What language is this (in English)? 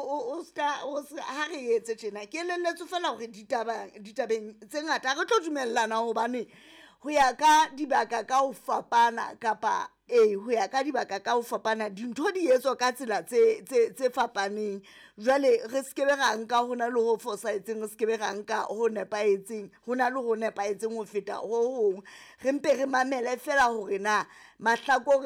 Southern Sotho